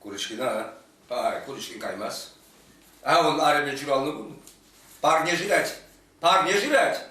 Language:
Chuvash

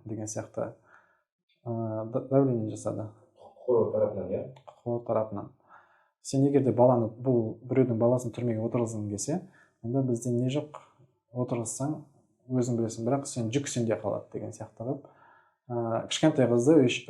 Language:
Kazakh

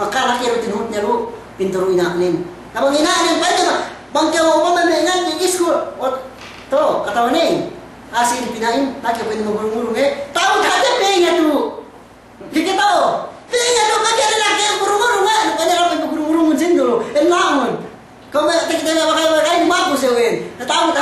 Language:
Yakan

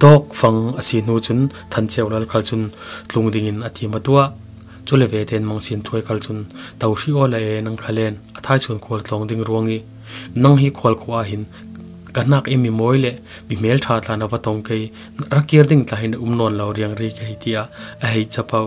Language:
Falam Chin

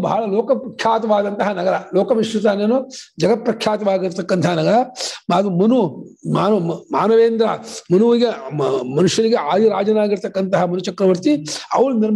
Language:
Kannada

